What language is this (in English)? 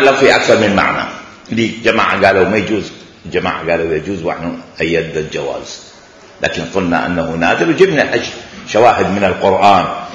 Mesopotamian Arabic